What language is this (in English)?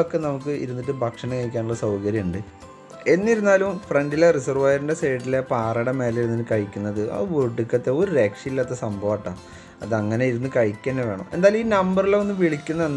Malayalam